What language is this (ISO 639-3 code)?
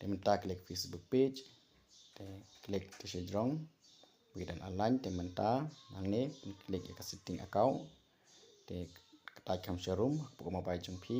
kha